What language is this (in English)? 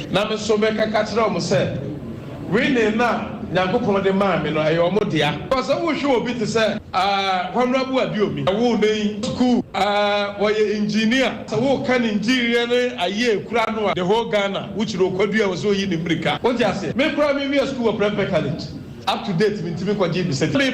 Akan